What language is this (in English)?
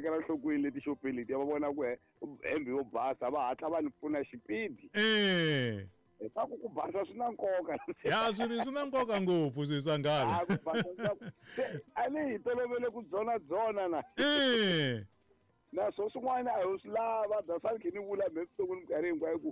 Tsonga